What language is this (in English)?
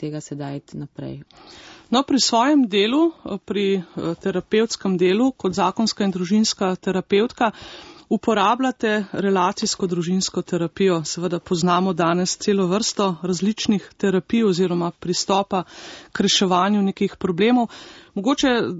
Slovenian